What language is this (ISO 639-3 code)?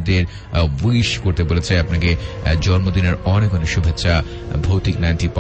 ben